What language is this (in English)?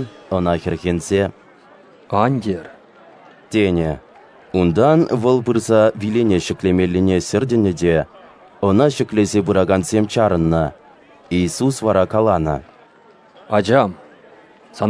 Chuvash